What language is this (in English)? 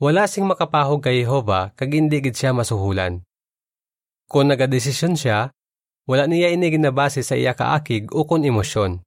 Hiligaynon